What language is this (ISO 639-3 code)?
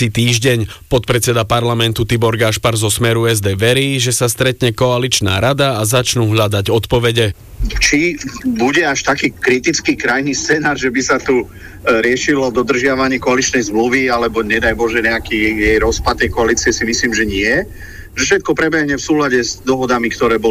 slk